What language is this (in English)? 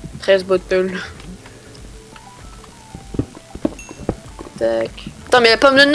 French